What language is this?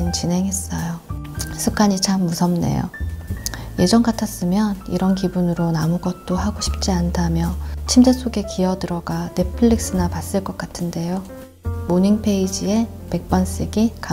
Korean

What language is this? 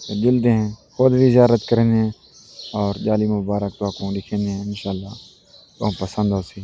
Saraiki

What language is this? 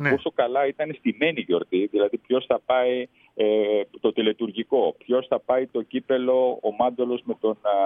Greek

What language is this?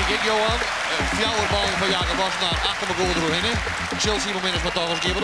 Western Frisian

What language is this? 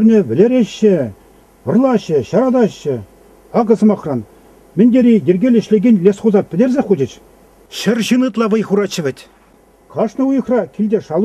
Chuvash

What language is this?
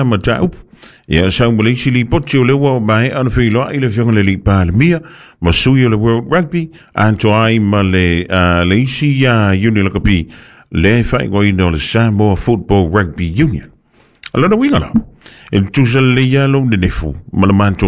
Samoan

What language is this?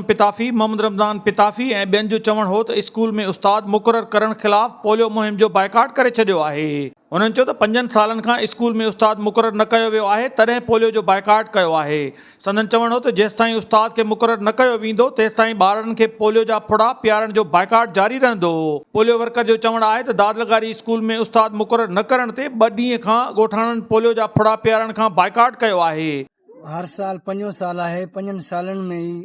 Sindhi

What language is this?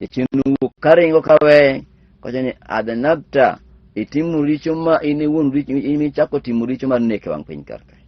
Luo (Kenya and Tanzania)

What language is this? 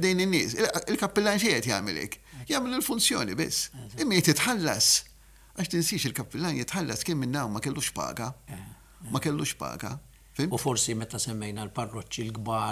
Maltese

